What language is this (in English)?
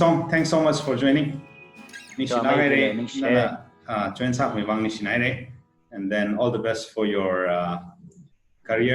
Tangkhul Naga (India)